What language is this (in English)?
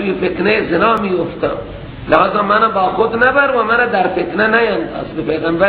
Persian